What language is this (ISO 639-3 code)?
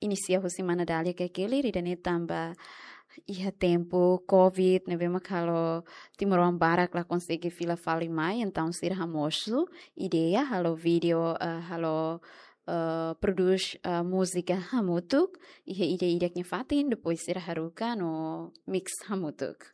tet